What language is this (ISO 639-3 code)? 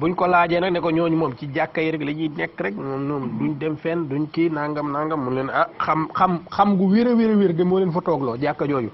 wol